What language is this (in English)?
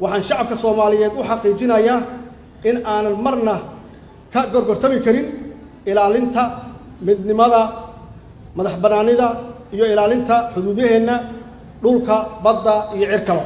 Somali